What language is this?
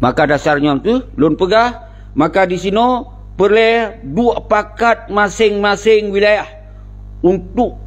Achinese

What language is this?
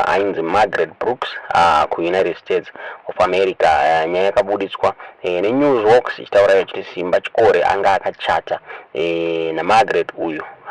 Shona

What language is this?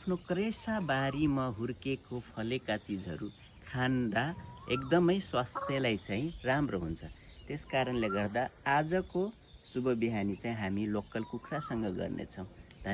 Nepali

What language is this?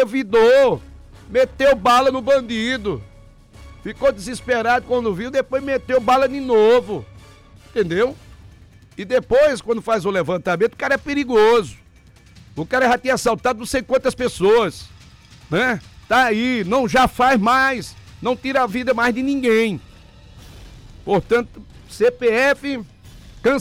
Portuguese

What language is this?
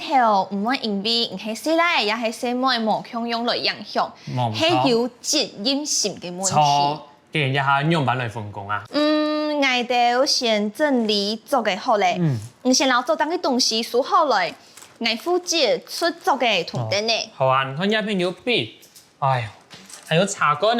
Hakka Chinese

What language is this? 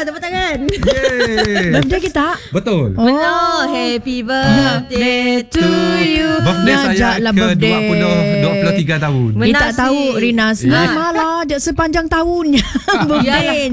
Malay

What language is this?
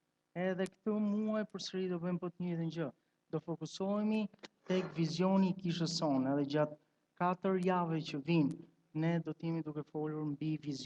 Albanian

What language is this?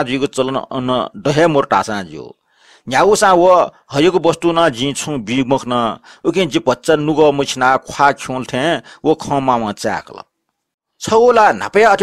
Newari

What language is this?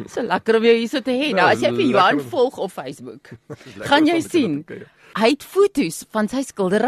Afrikaans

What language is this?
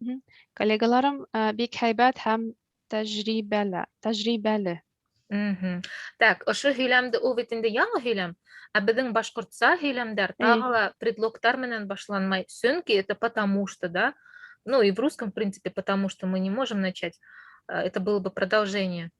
Bashkir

